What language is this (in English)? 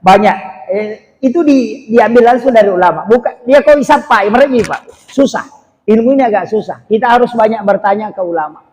Buginese